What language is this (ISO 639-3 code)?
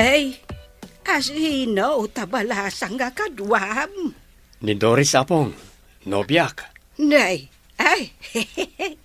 ilo